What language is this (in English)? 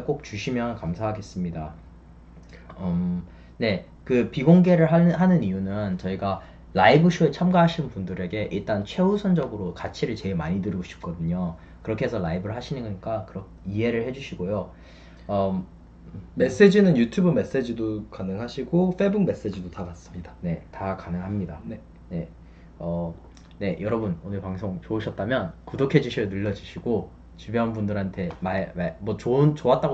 Korean